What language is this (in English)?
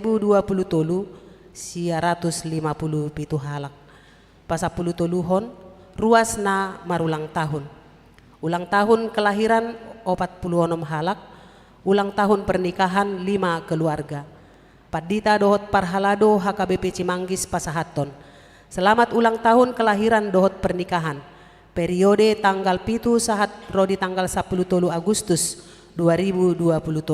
Batak Toba